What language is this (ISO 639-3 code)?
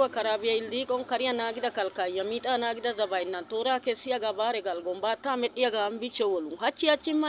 wal